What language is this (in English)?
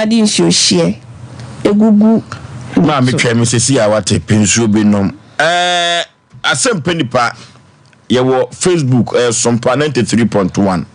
Akan